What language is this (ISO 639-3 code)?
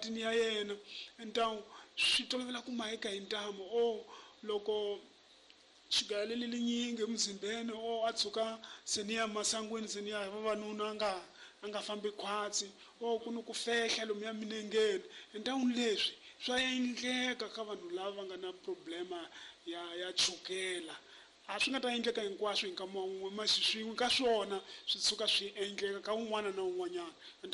tso